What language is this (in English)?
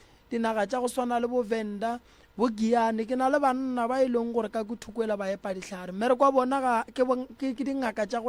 Northern Sotho